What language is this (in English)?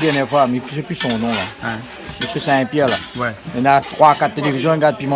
Réunion Creole French